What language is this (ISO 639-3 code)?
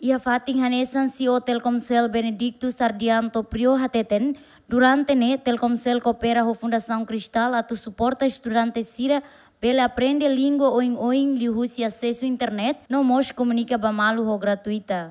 tet